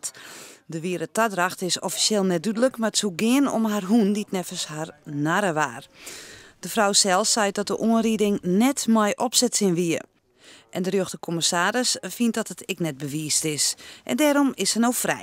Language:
Western Frisian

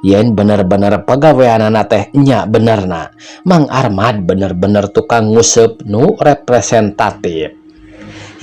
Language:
Sundanese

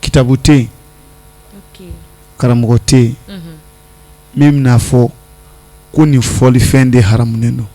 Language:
Bambara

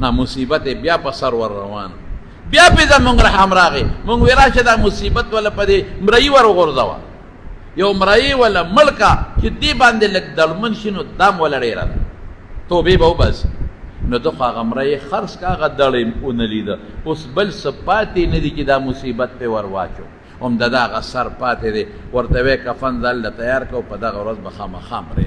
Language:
Pashto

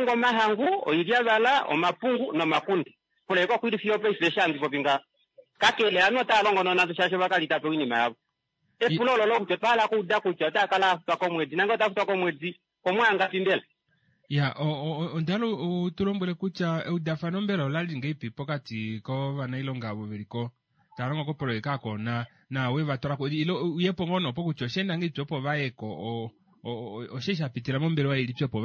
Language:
Kuanyama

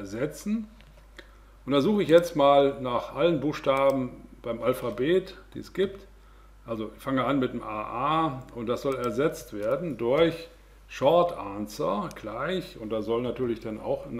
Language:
German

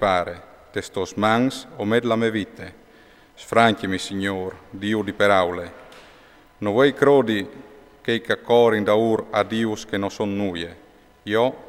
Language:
Friulian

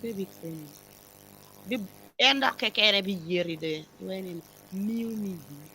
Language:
Acoli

